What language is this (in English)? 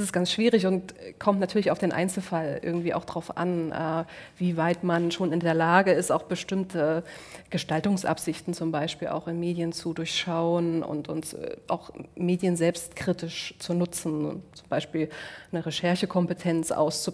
German